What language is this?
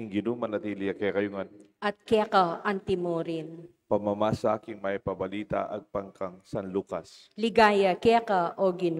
Pampanga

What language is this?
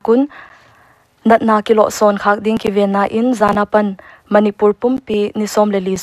Paite Chin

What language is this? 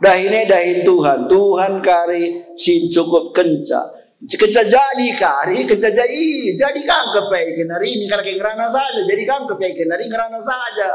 Batak Karo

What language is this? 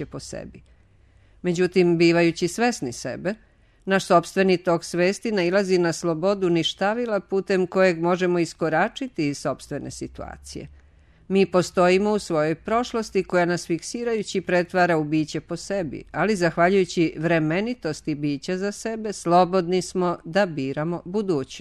Serbian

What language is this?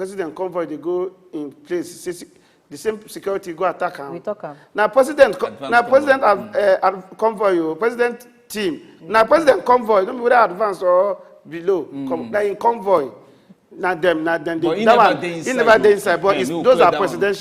Nigerian Pidgin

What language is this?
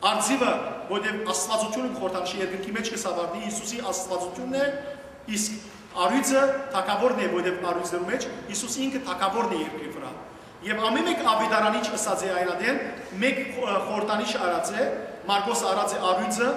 Western Armenian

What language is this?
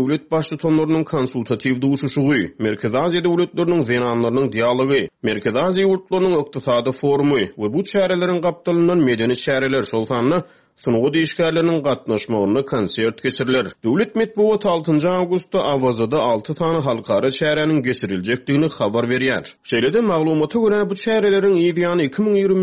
Turkmen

